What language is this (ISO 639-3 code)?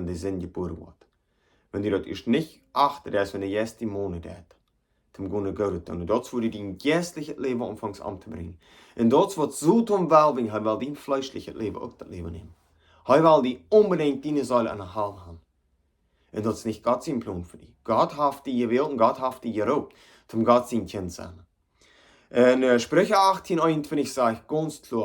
pdt